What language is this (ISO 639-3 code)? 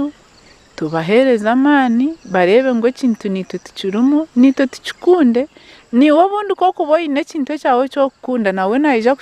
nyn